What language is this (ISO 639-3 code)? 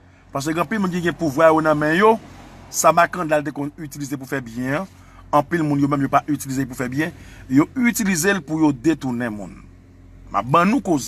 hat